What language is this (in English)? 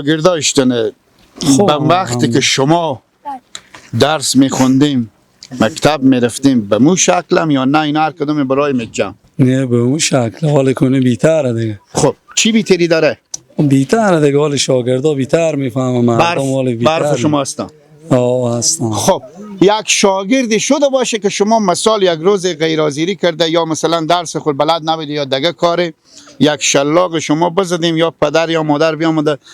Persian